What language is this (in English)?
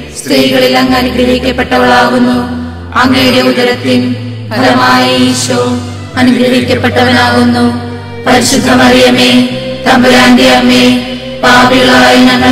Malayalam